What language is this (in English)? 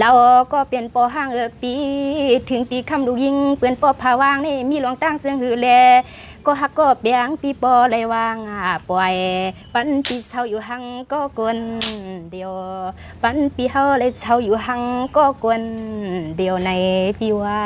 Shan